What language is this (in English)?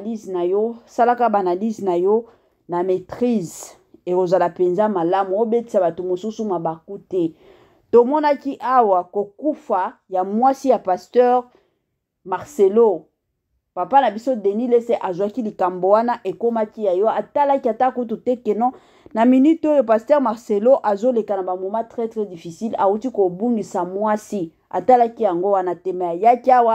Lingala